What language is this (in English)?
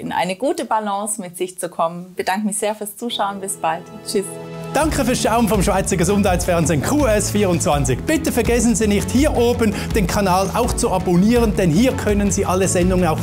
German